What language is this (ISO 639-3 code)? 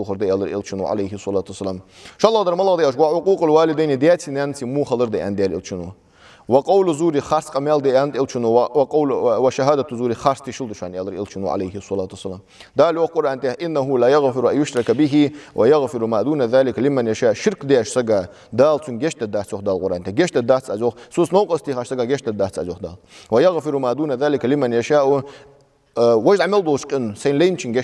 inh